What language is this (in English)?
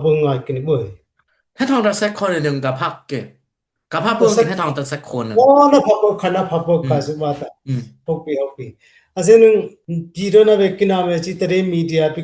Dimasa